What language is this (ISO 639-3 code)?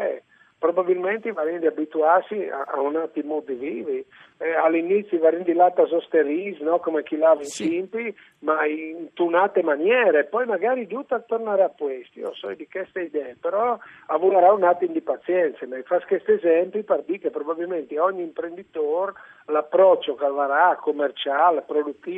fur